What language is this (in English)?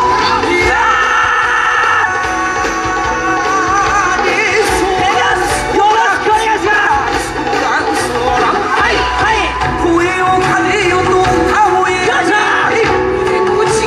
Japanese